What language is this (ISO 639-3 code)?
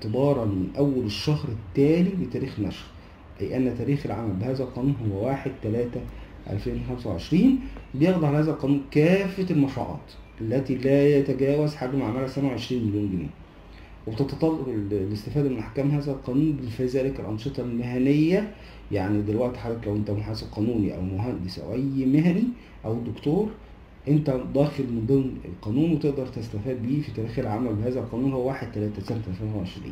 arz